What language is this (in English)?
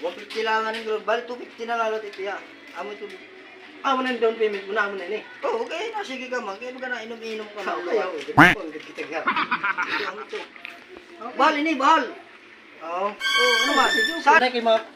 Waray